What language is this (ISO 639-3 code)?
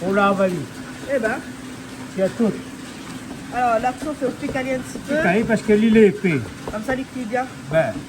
rcf